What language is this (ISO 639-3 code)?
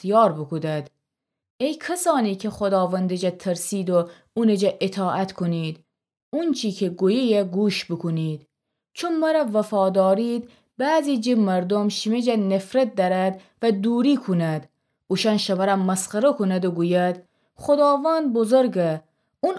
glk